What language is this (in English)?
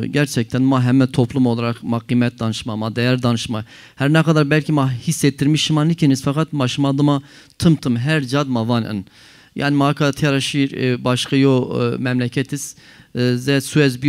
Zaza